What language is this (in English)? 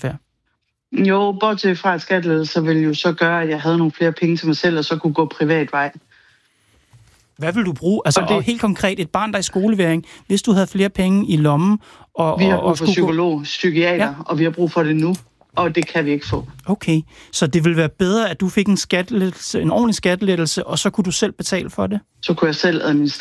Danish